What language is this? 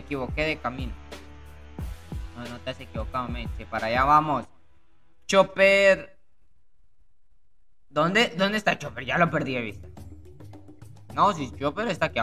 Spanish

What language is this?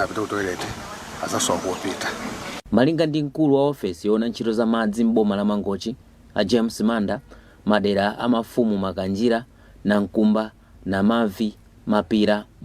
Nyanja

